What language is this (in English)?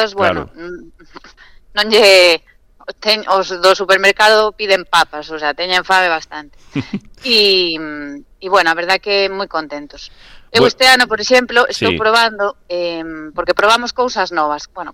Galician